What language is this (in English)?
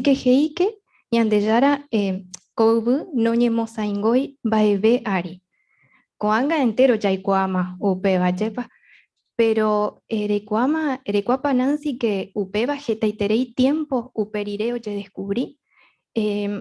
Guarani